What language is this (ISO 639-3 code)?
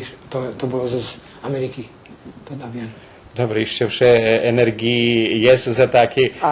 rue